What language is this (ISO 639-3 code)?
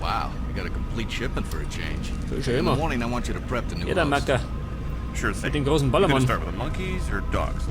bar